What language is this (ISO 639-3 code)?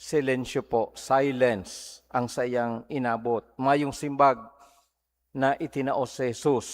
bik